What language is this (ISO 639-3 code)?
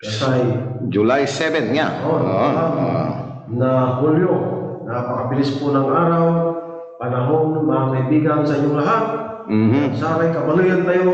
pag